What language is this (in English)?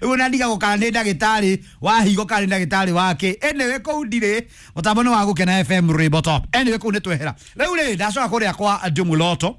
Kikuyu